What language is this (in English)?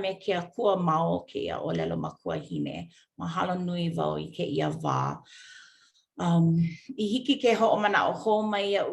Hawaiian